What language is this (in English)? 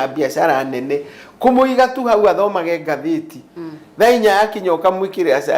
Kikuyu